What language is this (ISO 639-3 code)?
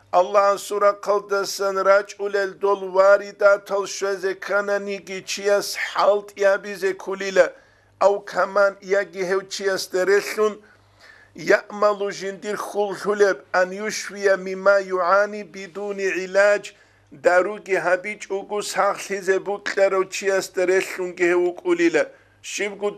ava